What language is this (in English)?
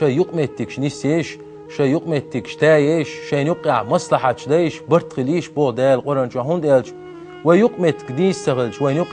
Chechen